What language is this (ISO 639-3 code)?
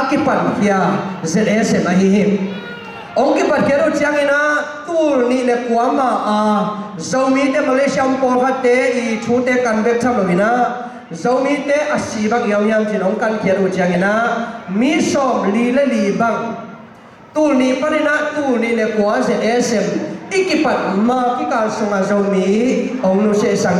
ctd